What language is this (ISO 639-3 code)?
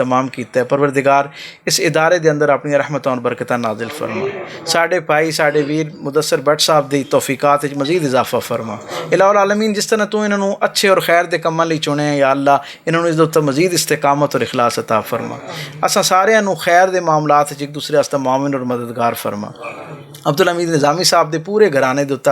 lah